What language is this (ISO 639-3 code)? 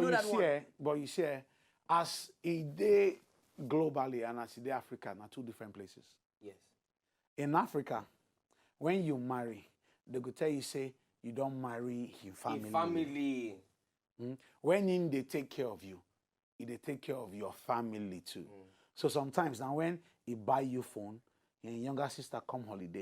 pcm